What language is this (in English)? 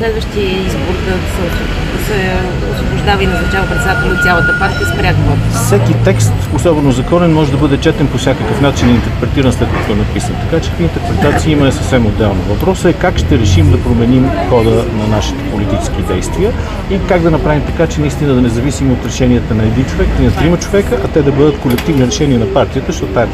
Bulgarian